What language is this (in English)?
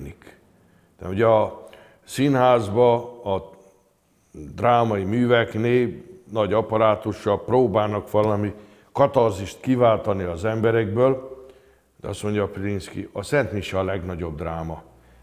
Hungarian